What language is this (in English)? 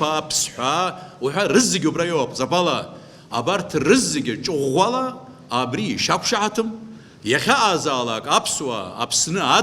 Abkhazian